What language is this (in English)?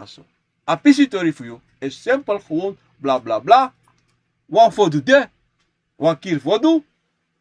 Sranan Tongo